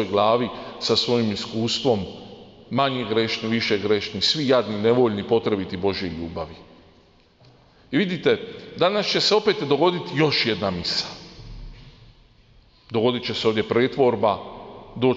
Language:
Croatian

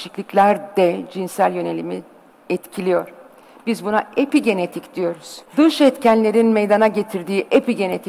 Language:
Turkish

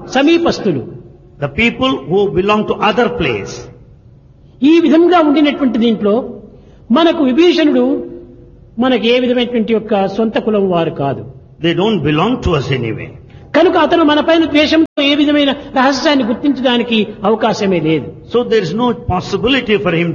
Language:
Telugu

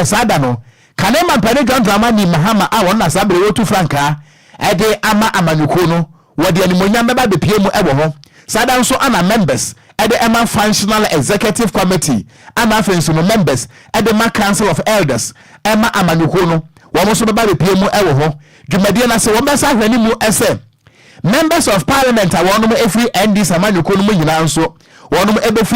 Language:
Akan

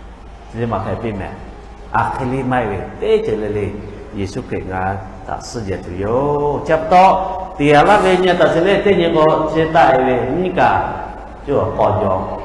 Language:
Lahu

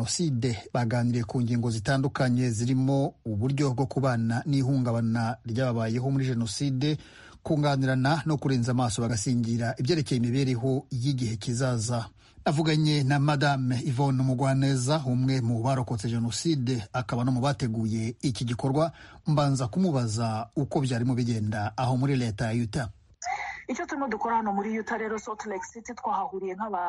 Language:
Kinyarwanda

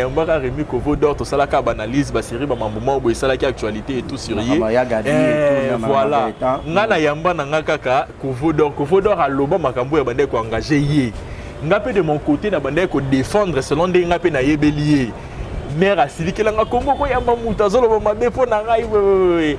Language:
Lingala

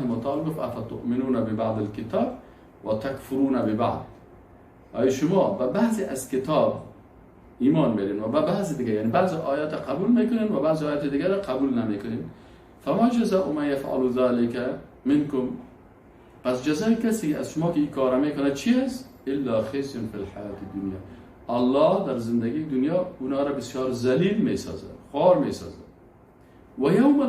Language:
Persian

